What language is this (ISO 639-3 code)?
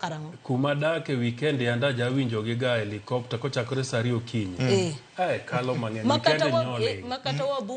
luo